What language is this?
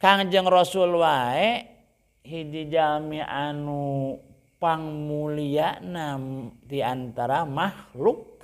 Sundanese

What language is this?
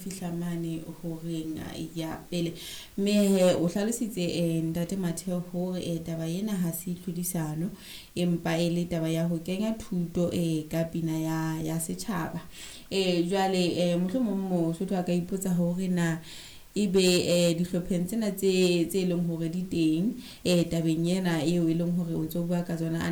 Southern Sotho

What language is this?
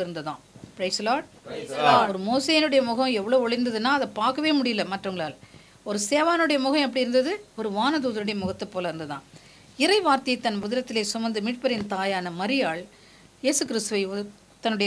Tamil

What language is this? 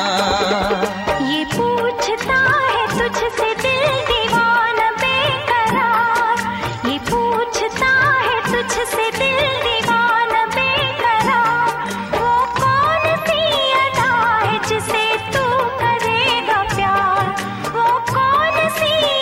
Hindi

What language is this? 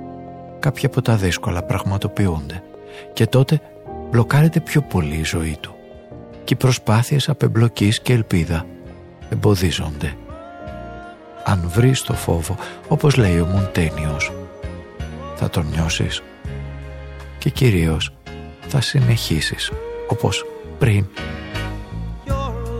Greek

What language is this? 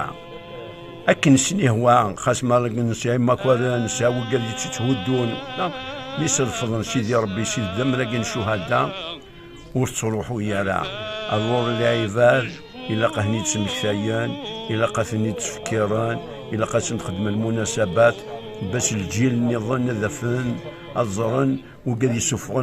Kabyle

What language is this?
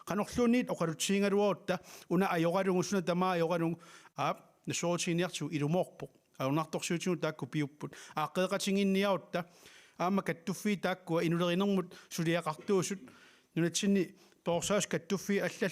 Kalaallisut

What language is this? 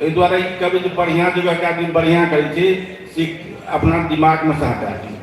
Maithili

